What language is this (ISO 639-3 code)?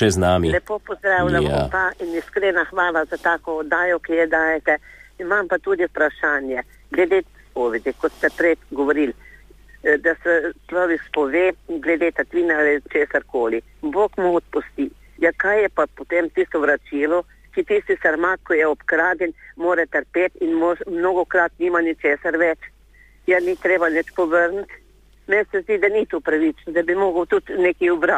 slv